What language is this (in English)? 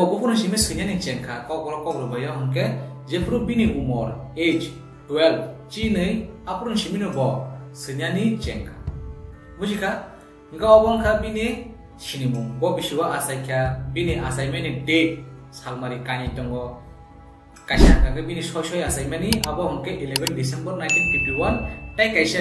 Kok Borok